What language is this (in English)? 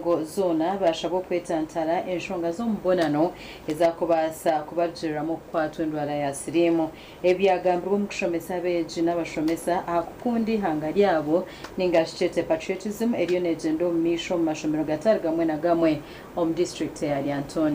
Nyankole